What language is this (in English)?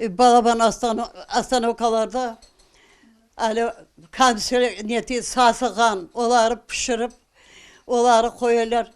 Crimean Tatar